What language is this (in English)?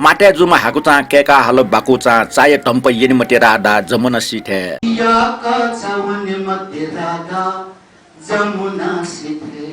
Newari